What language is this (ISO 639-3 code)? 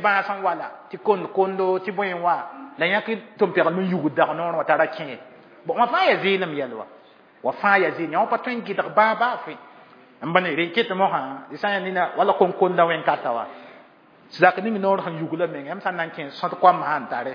mos